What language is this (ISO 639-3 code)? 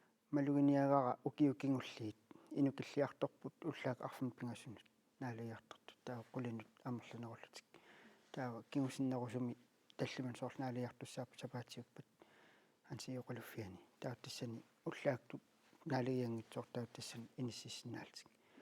kal